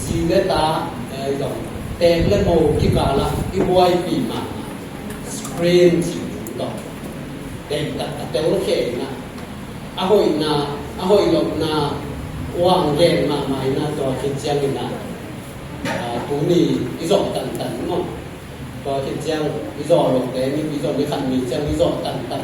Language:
Tedim Chin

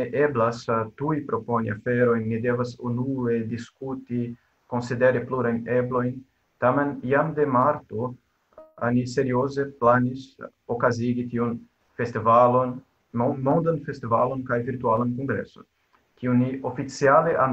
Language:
Esperanto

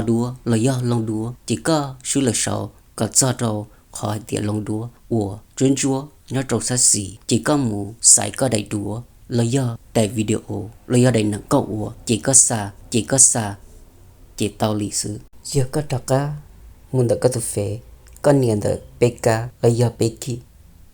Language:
Hmong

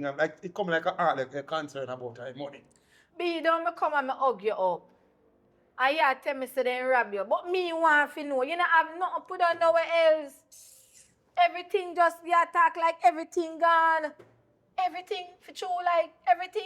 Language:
Jamaican Creole English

